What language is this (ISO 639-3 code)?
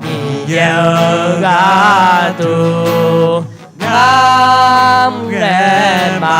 ahk